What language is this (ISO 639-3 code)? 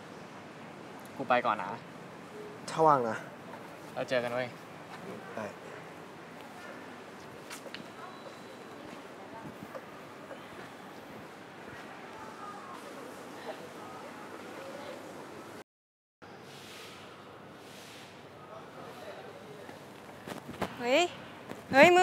tha